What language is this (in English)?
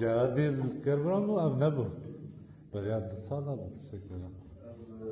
Kurdish